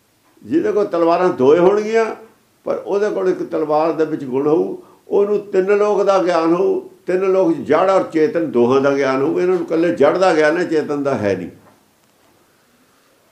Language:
Punjabi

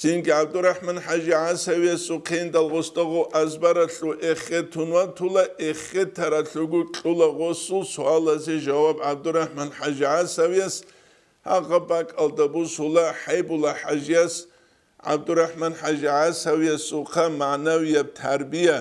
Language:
Avaric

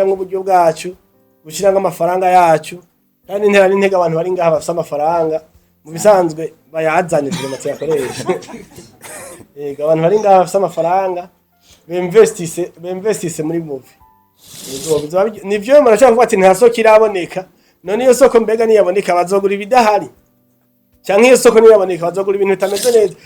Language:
Rundi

